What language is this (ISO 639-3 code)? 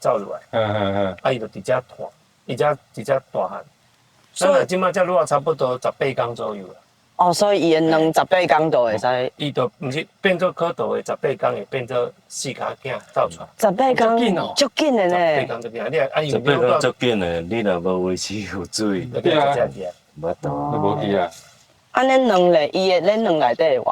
nan